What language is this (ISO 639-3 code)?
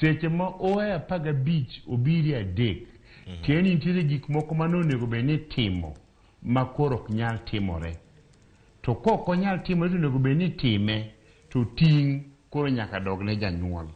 luo